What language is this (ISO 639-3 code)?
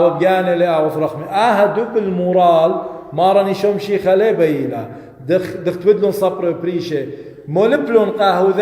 aii